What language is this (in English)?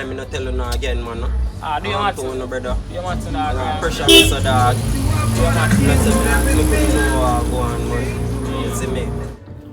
Jamaican Creole English